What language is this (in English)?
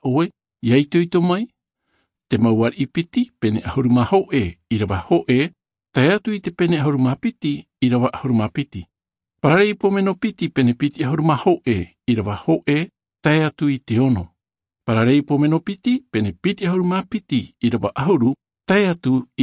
Tahitian